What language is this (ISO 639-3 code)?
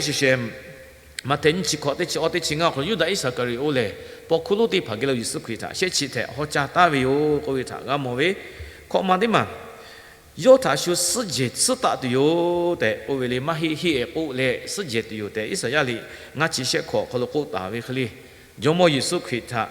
lhu